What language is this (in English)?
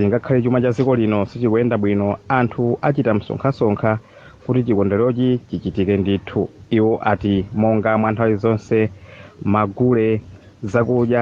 Nyanja